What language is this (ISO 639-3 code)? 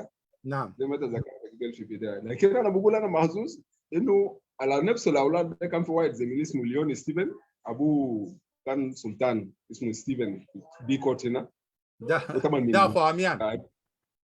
apd